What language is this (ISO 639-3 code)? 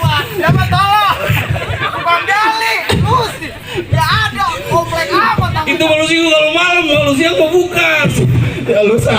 bew